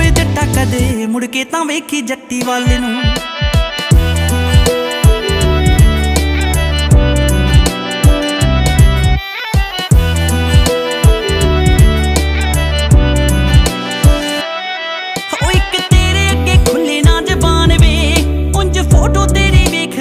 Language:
Punjabi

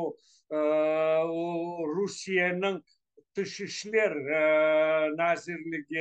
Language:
Crimean Tatar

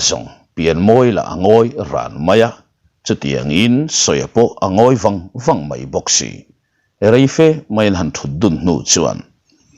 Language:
Mizo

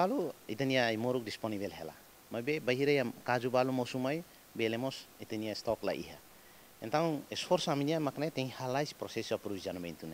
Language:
Tetum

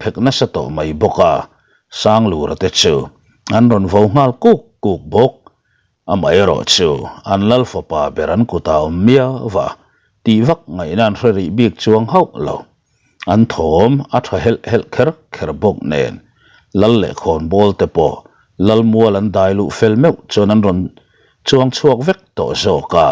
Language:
Mizo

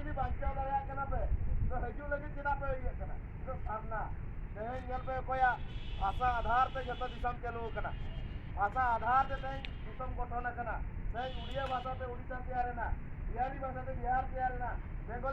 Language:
Santali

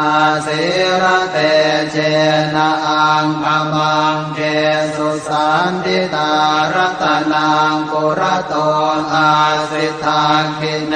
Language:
Pali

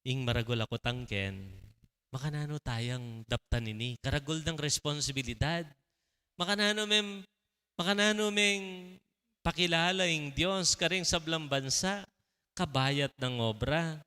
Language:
Pampanga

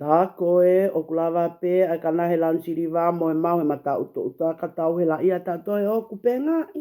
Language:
Tongan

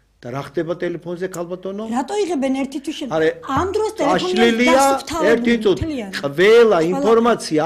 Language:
Georgian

